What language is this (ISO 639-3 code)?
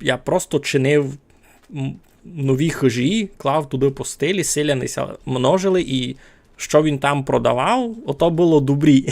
rue